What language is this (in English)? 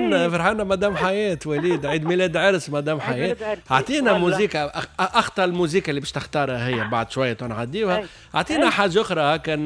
Tunisian Arabic